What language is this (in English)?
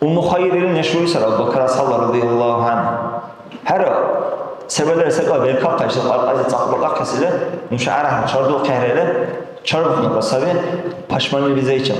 Dargwa